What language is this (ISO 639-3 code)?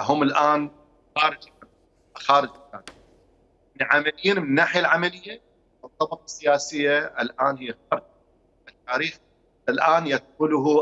acm